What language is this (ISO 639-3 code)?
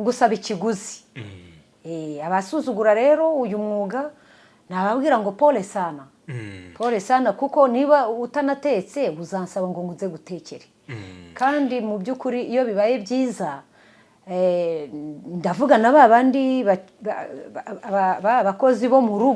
kin